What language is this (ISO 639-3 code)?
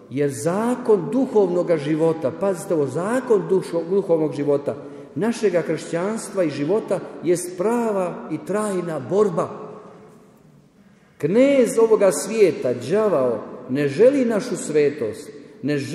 hrv